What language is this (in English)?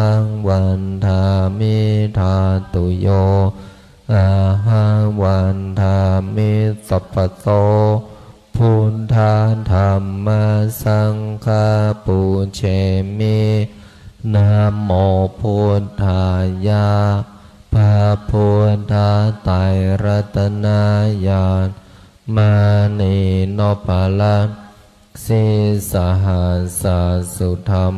Pali